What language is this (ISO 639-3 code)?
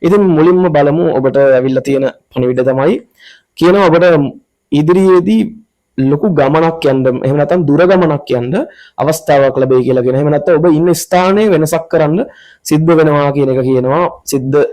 sin